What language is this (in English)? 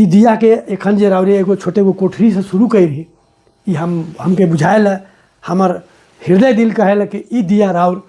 Sadri